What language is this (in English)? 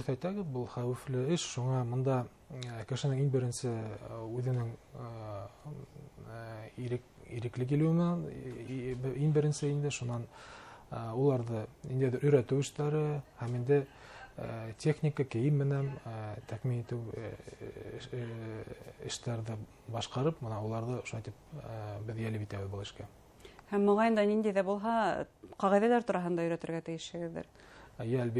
Bashkir